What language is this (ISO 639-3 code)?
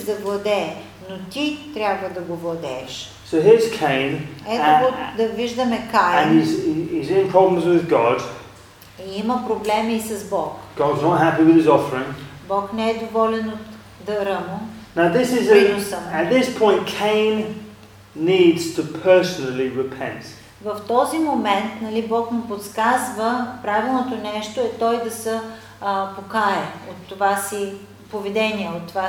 bul